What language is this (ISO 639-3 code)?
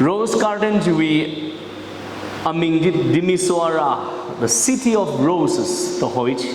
nmf